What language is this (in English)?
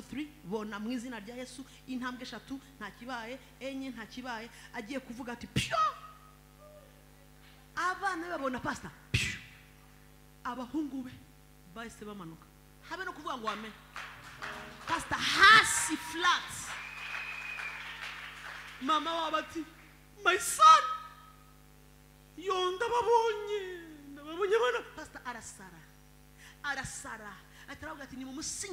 Kinyarwanda